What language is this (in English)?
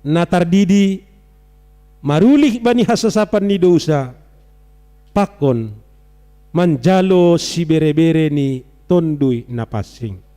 Batak Simalungun